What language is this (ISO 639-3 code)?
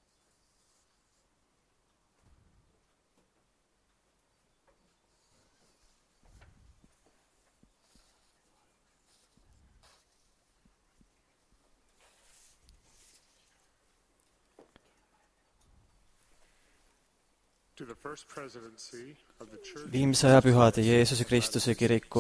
est